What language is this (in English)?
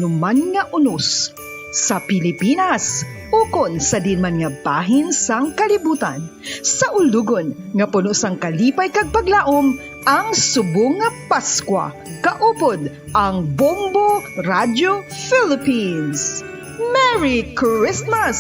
Hiligaynon